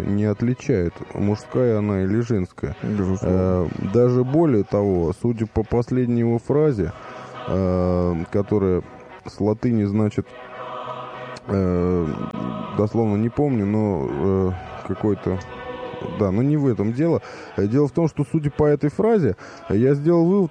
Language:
Russian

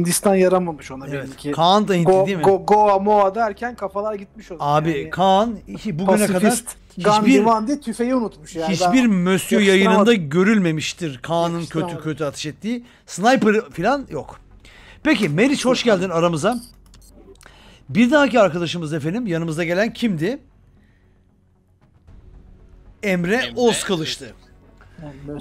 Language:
Turkish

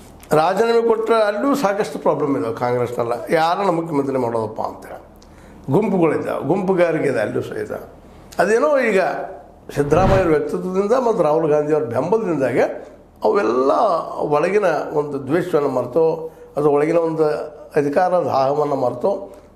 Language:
Kannada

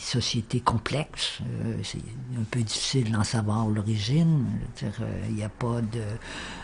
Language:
French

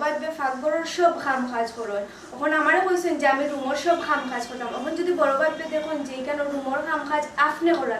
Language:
Sylheti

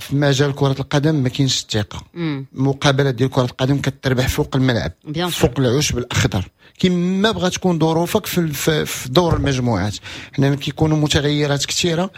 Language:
Moroccan Arabic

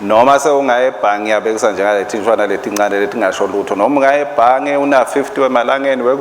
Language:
Swati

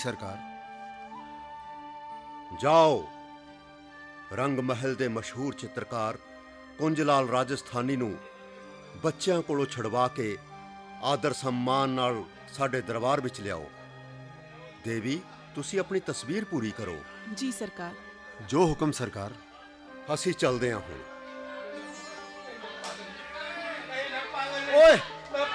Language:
Punjabi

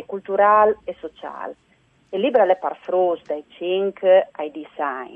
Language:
Friulian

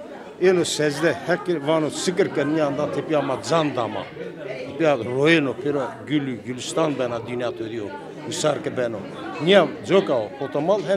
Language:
Zaza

